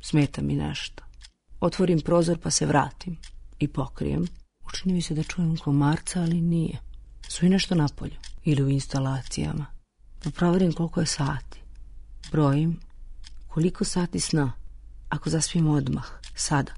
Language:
Serbian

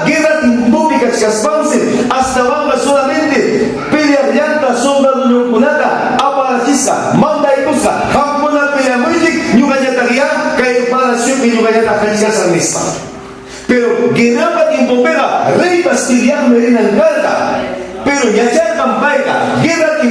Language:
Ayacucho Quechua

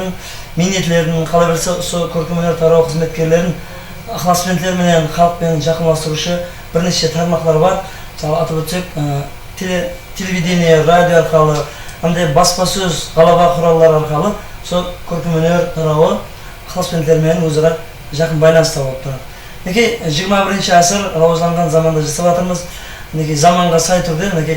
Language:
Kara-Kalpak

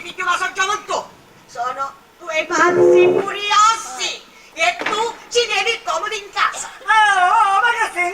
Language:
Sicilian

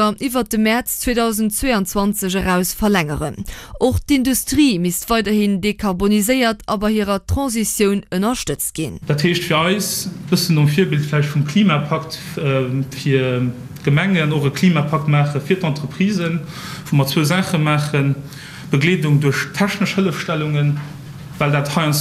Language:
Luxembourgish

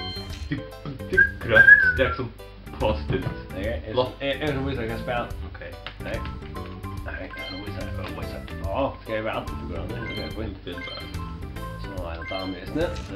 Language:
Faroese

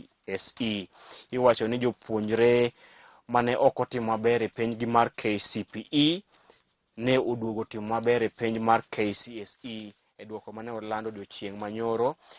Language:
Luo (Kenya and Tanzania)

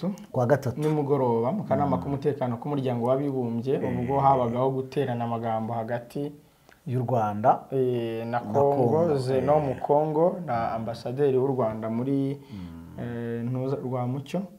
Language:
Kinyarwanda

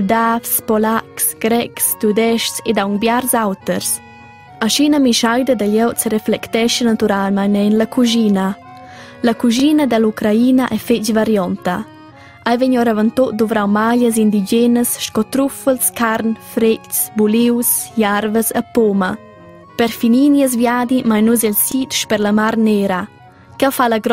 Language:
Romansh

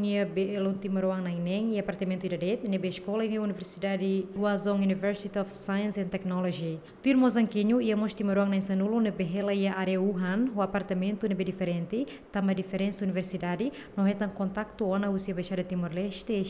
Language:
Tetum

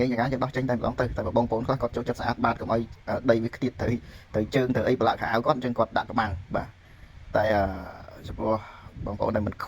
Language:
Khmer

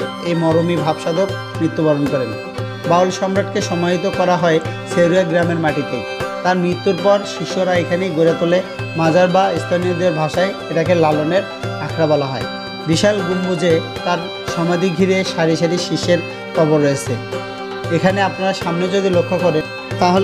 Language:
Bangla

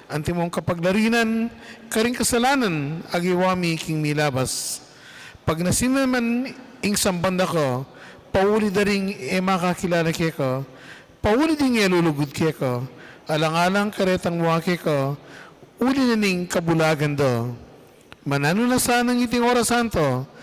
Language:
Pampanga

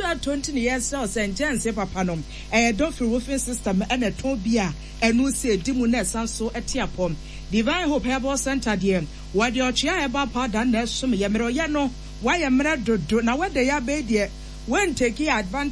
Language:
Akan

